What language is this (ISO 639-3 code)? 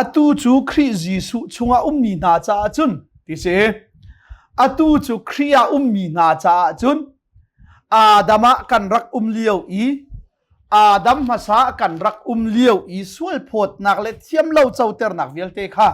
cnh